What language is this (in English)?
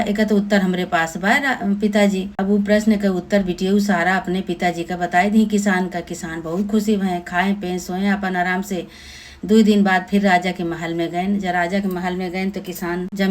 Awadhi